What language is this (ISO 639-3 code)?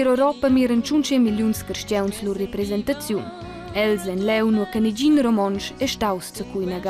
roh